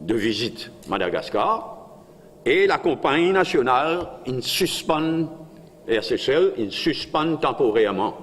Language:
Morisyen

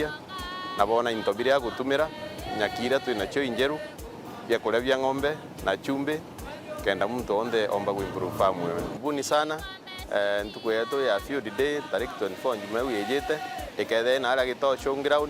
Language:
Meru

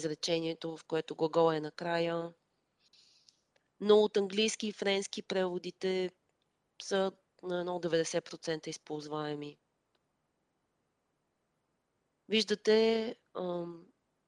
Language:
Bulgarian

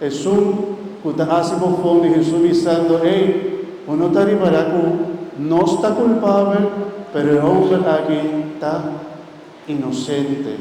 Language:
Papiamento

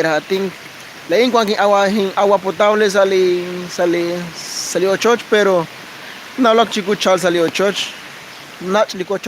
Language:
Kekchí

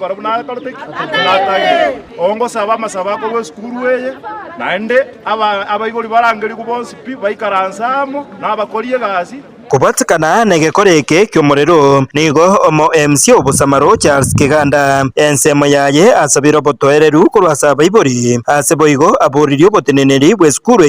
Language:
Gusii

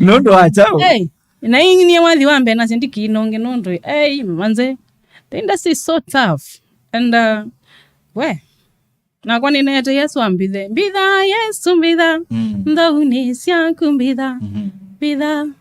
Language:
Kamba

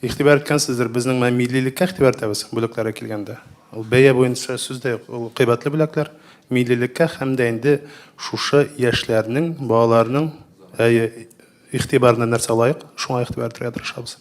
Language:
Tatar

